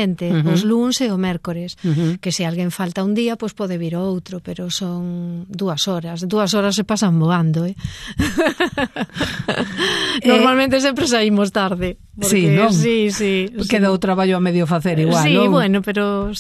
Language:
Galician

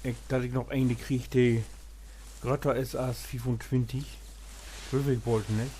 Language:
Low German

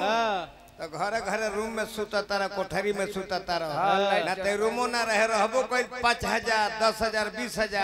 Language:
Bhojpuri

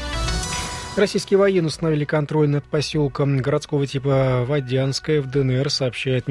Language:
Russian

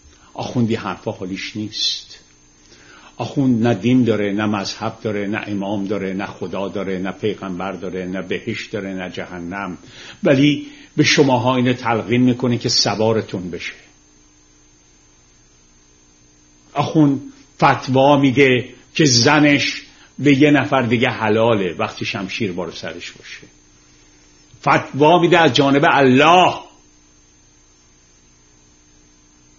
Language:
Persian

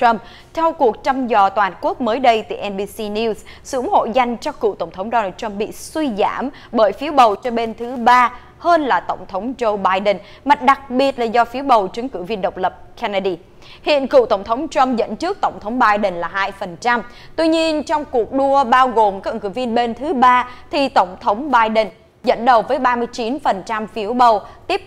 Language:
Vietnamese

